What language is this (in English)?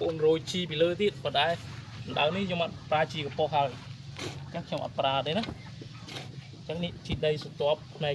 Khmer